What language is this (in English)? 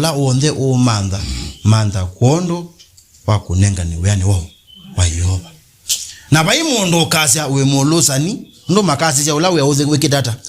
Kamba